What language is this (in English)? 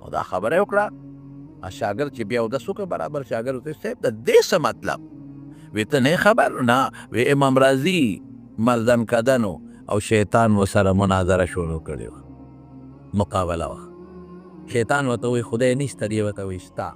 Pashto